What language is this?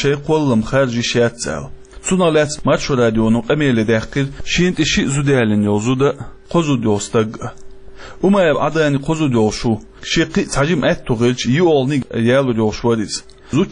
Chechen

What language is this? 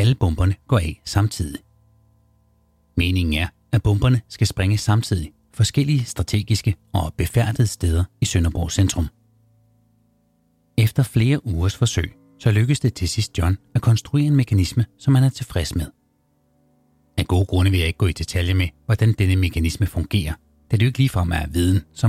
Danish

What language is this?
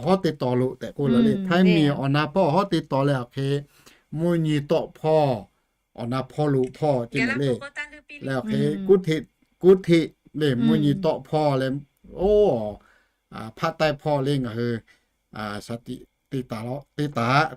Lahu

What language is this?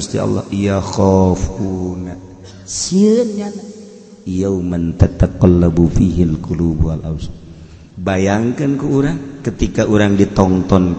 Sundanese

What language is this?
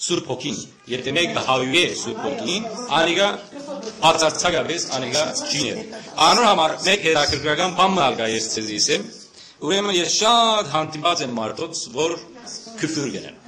Western Armenian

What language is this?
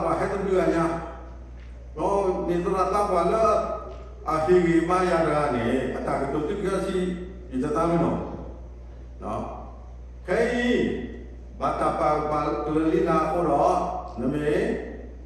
S'gaw Karen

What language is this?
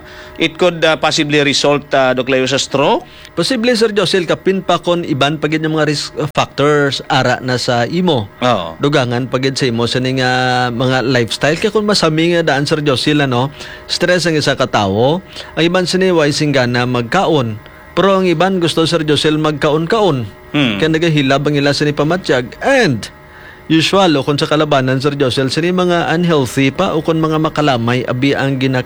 Hiligaynon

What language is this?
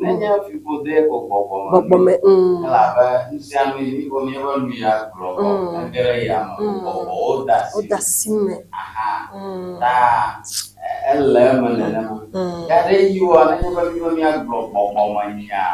Ewe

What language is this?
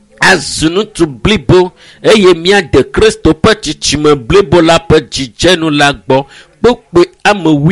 Ewe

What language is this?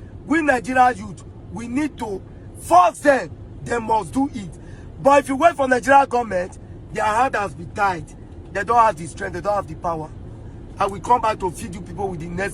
Nigerian Pidgin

